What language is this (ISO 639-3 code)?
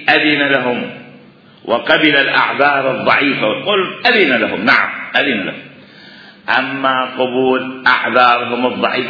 acm